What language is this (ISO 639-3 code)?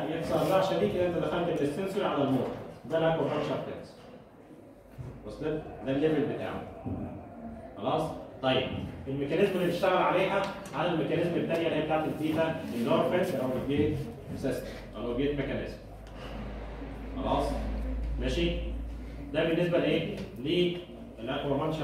arz